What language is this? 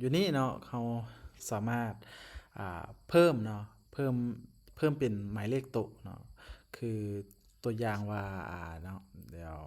Lao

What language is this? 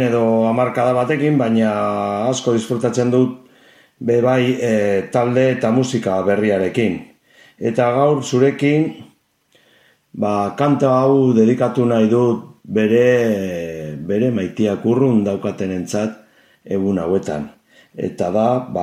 Basque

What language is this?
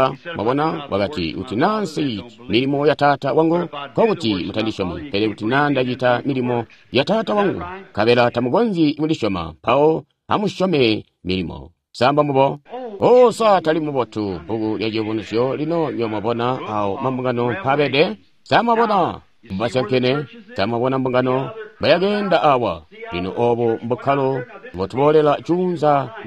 Tonga (Zambia)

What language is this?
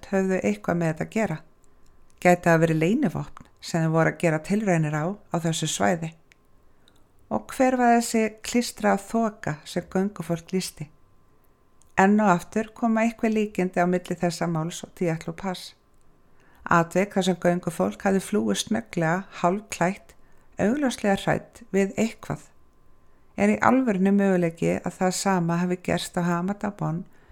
Icelandic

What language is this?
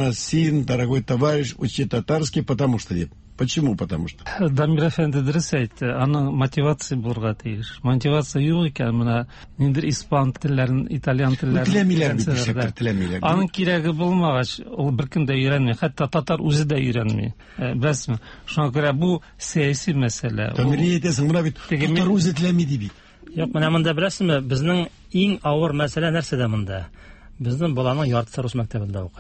Tatar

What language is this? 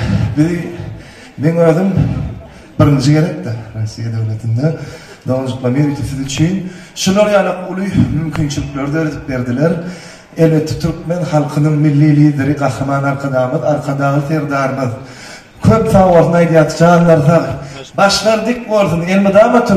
Turkmen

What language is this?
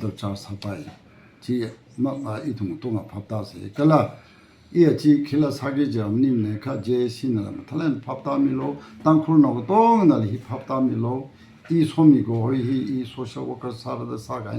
Tangkhul Naga (India)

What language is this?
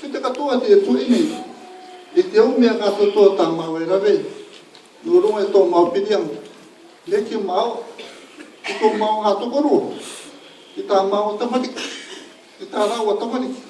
Rarotongan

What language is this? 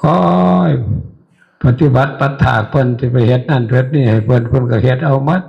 Northeastern Thai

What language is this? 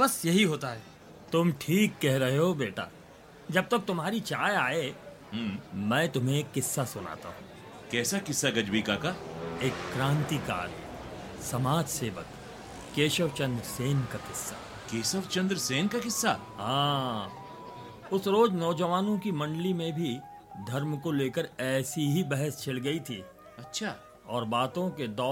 Hindi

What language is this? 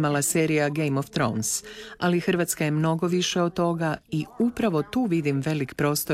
Croatian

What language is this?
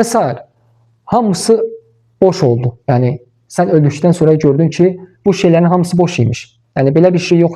Azerbaijani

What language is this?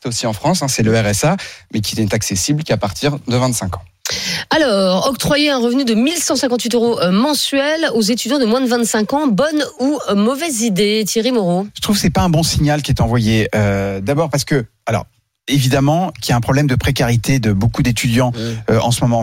French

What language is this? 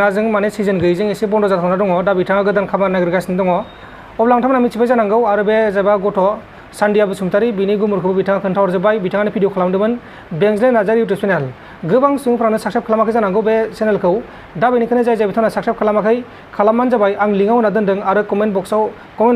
Bodo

